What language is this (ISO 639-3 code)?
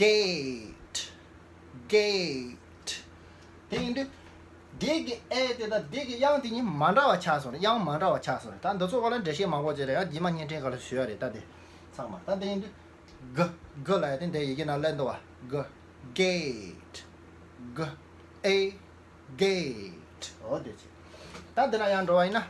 bod